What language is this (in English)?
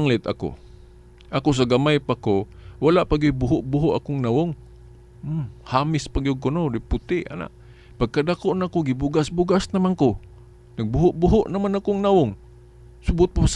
Cebuano